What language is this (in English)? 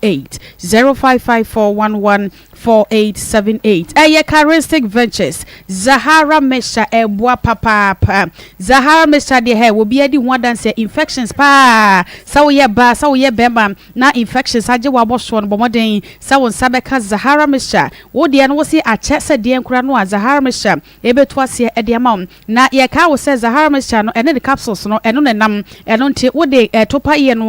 Akan